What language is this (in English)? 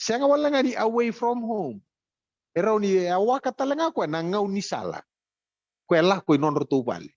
Fijian